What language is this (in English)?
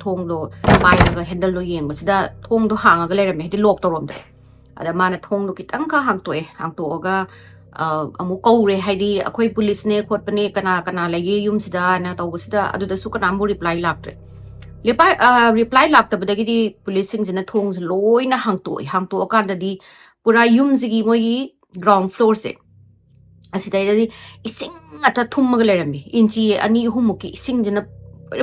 Manipuri